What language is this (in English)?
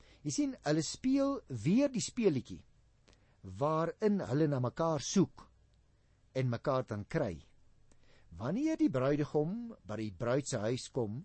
Afrikaans